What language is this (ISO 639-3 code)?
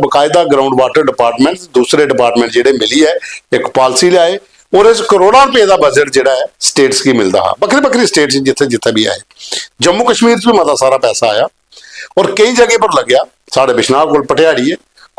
doi